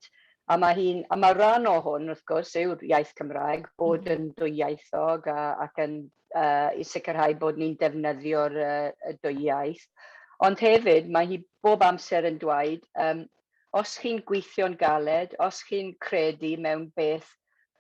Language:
Welsh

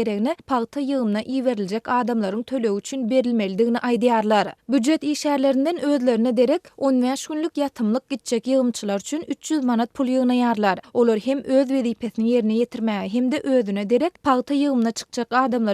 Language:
Turkmen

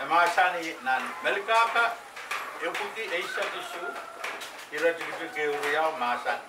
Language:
Pohnpeian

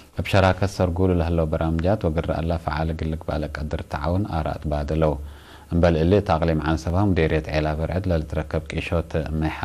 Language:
Tigre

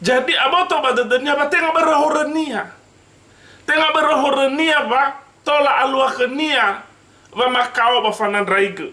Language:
Nias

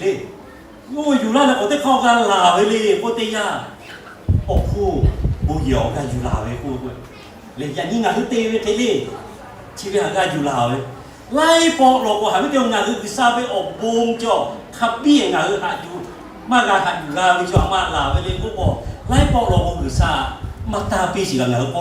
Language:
Lahu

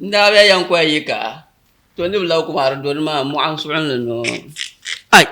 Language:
Dagbani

